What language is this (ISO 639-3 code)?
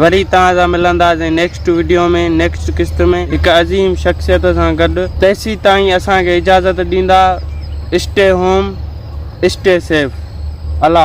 snd